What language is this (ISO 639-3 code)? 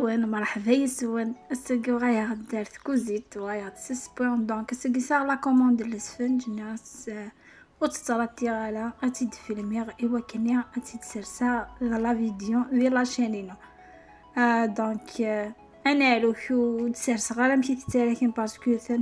kab